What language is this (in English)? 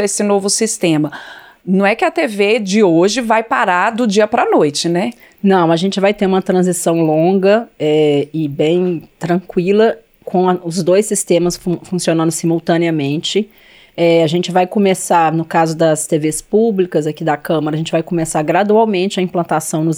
Portuguese